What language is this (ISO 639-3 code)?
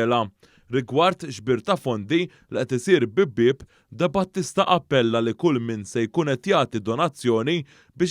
mlt